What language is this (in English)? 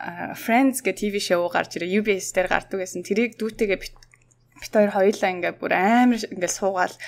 Mongolian